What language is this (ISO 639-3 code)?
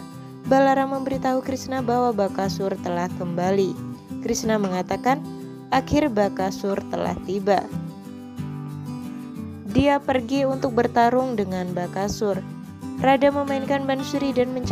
ind